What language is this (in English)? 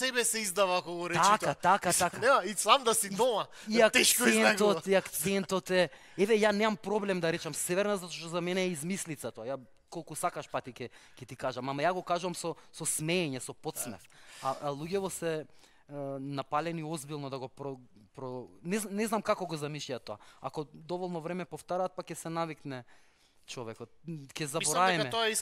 Macedonian